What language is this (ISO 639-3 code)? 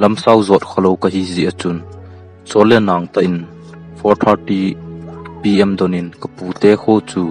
tcz